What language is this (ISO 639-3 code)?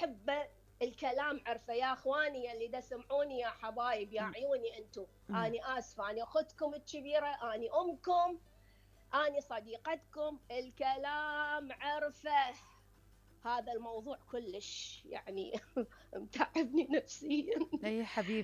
acm